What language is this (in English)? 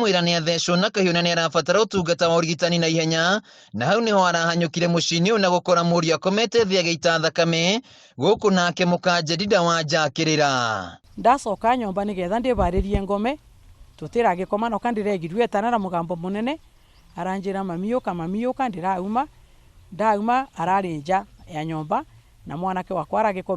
Kikuyu